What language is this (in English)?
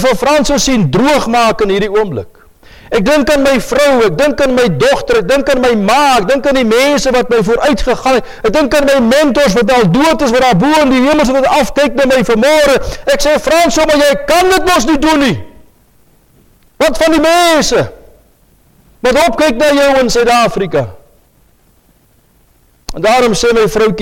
Afrikaans